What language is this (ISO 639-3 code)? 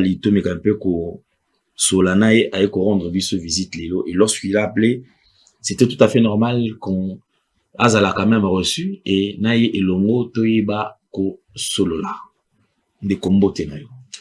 lin